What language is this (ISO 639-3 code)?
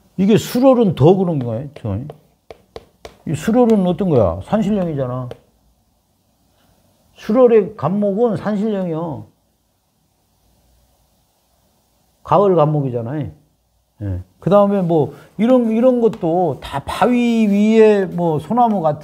kor